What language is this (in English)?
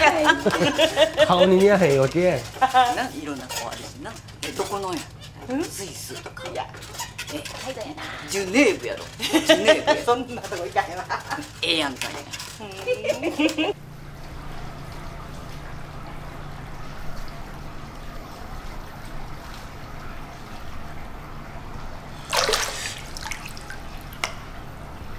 Japanese